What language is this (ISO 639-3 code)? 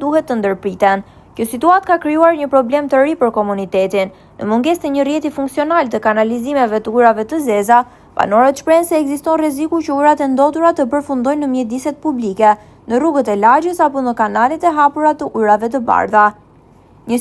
sqi